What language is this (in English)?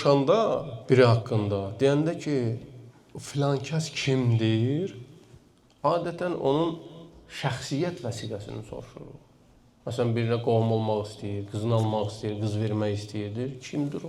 Azerbaijani